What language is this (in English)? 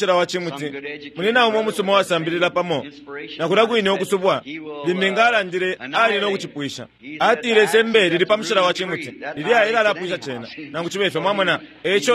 Bemba